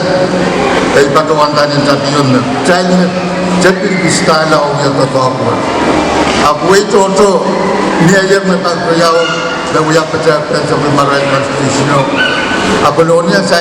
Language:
Pohnpeian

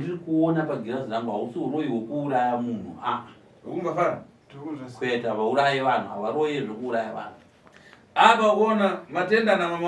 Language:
Shona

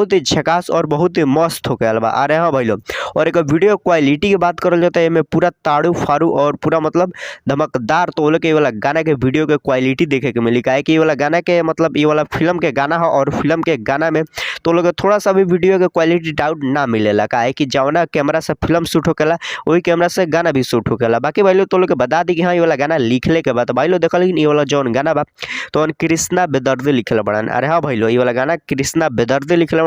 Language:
Bhojpuri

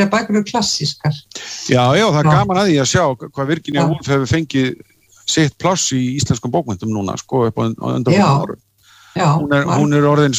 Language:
Icelandic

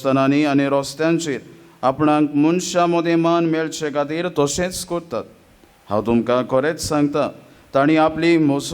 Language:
Konkani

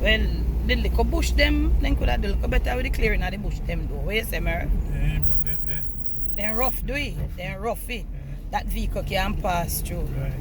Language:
Jamaican Creole English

